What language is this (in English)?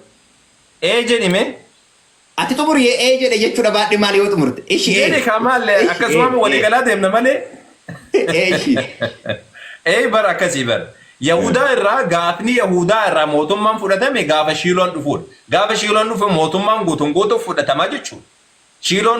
Oromo